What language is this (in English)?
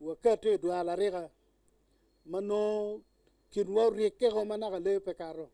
Acoli